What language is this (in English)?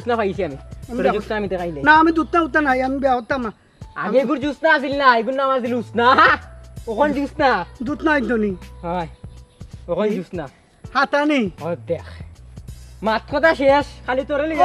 Sylheti